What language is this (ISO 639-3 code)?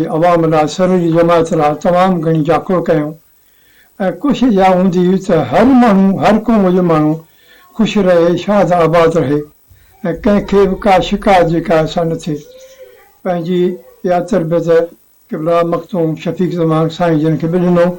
snd